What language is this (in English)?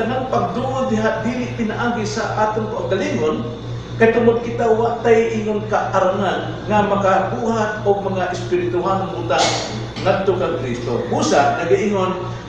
Cebuano